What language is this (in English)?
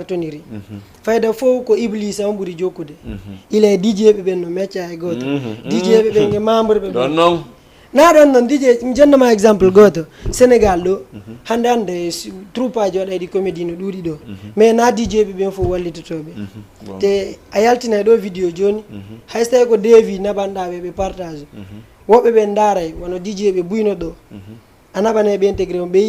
Fula